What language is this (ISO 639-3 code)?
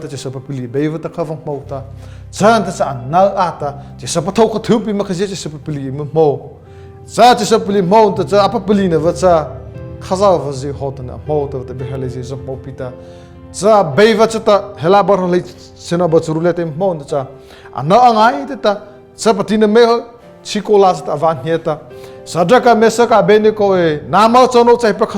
mrh